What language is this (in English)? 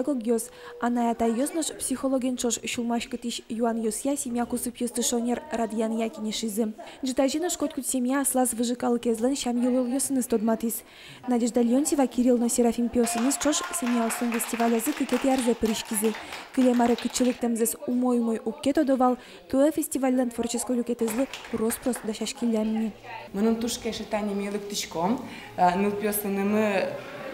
Udmurt